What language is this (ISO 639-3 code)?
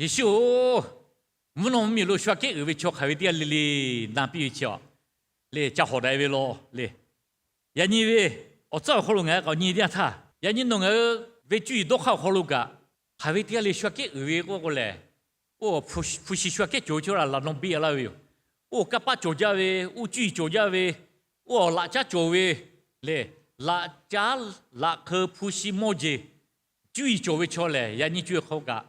lhu